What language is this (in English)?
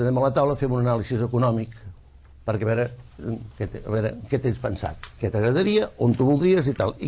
Catalan